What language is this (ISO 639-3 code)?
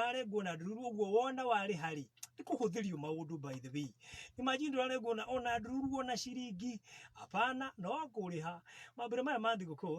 kik